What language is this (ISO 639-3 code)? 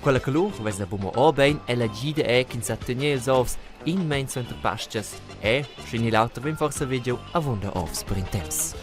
roh